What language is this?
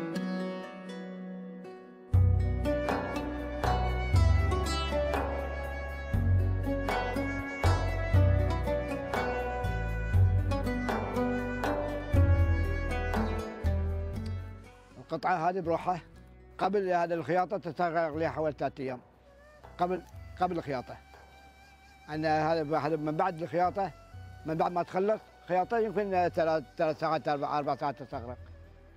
Arabic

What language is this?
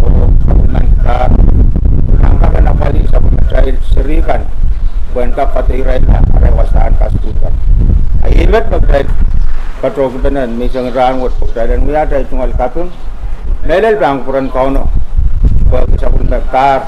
Pohnpeian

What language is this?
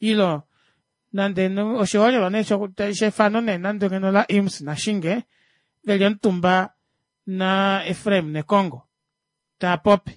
Kuanyama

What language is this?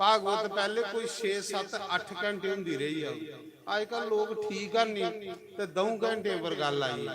Dogri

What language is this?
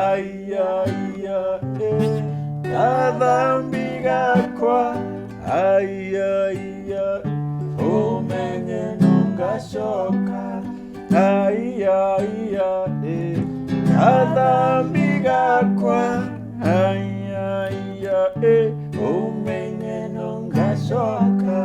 Meru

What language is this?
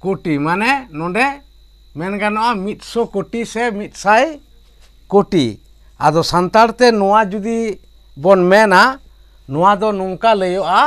Santali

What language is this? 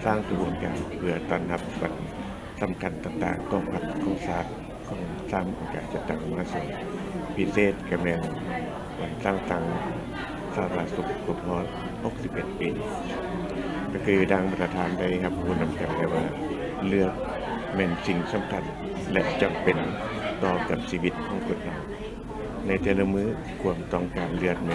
Lao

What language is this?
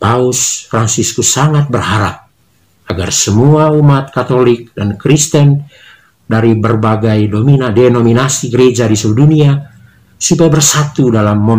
Indonesian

